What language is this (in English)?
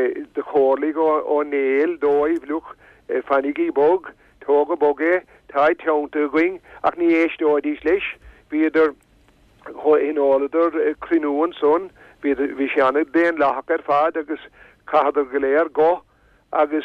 Irish